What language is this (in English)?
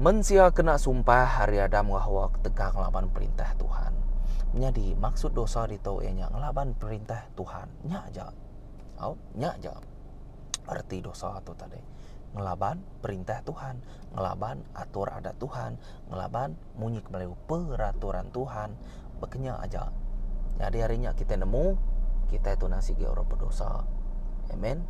Iban